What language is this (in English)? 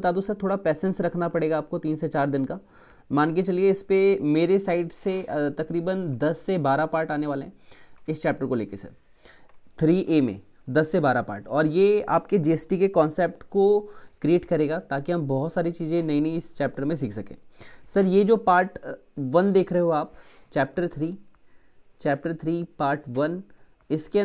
Hindi